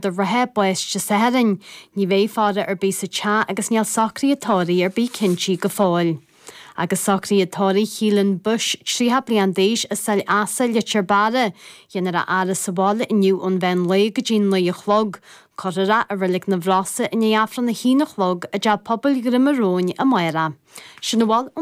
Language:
Irish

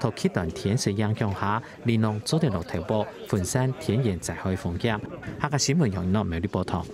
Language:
Hakka Chinese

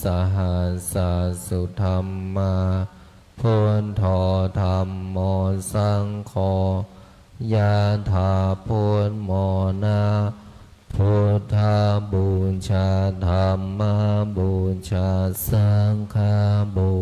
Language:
Pali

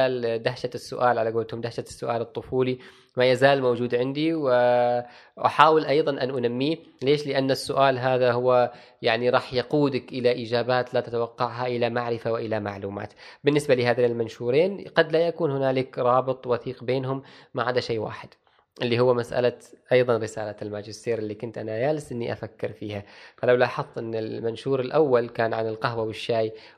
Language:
Gulf Arabic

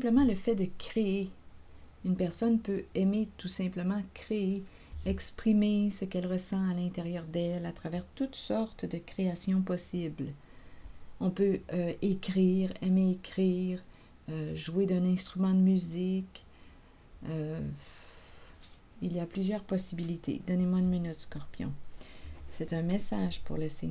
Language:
French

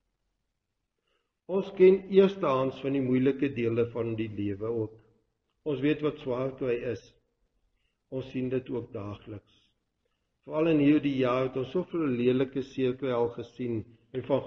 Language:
Afrikaans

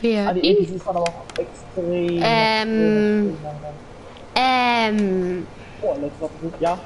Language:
Bavarian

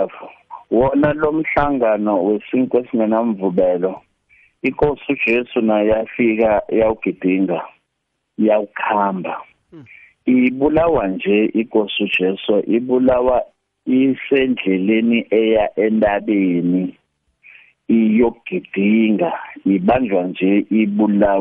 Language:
South Ndebele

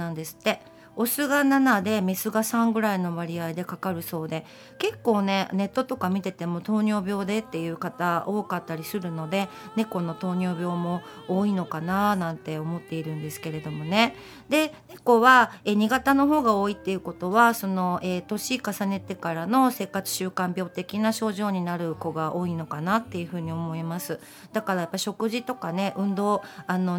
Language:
Japanese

